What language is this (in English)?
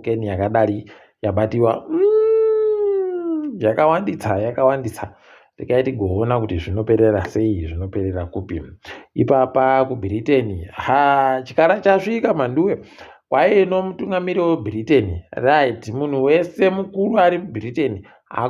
Ndau